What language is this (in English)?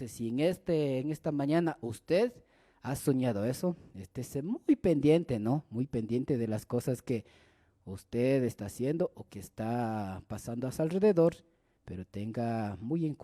Imbabura Highland Quichua